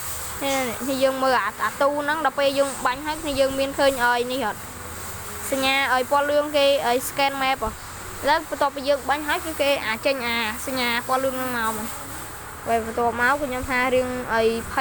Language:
Khmer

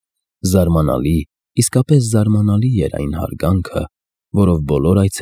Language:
Armenian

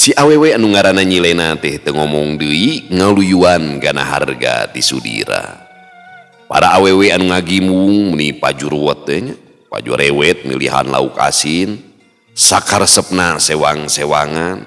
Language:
Sundanese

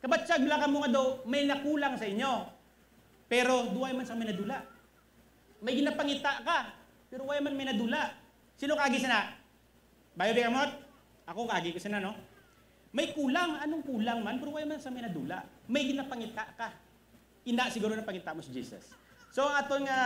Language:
Hiligaynon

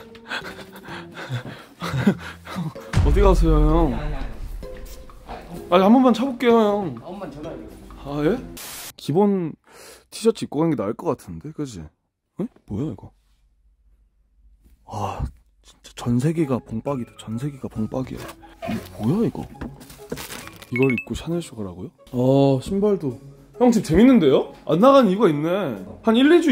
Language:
Korean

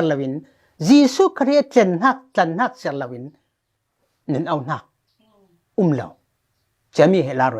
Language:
Falam Chin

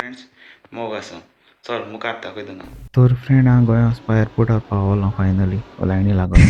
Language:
Konkani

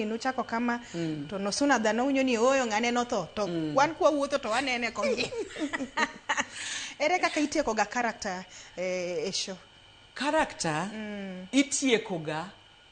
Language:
Luo (Kenya and Tanzania)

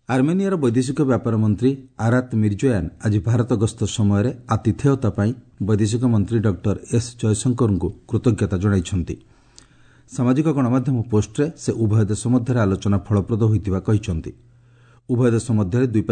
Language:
Odia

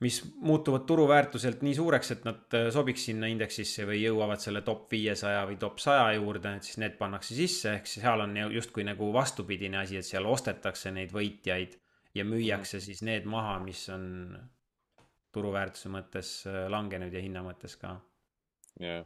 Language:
Estonian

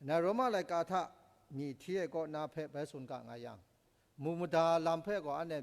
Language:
Kachin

